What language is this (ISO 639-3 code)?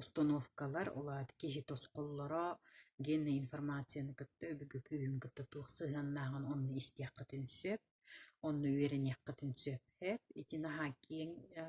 sah